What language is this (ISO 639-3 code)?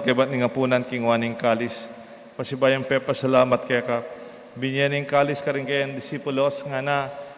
pam